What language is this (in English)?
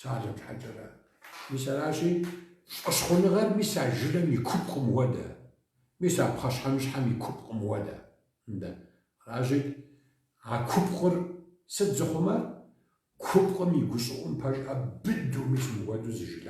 Kabardian